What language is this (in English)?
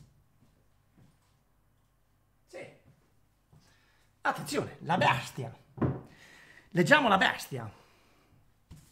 Italian